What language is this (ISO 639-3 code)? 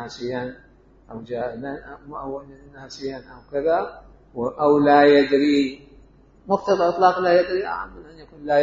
acm